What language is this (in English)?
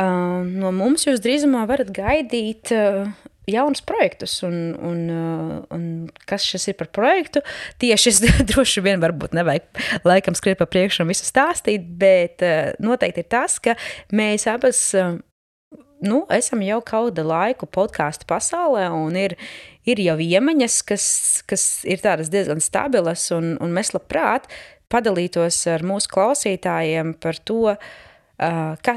Latvian